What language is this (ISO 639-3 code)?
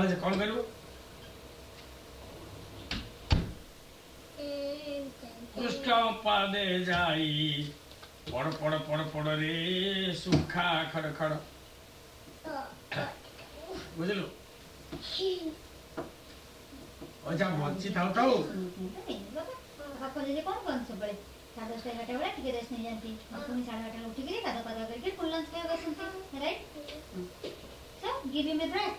ori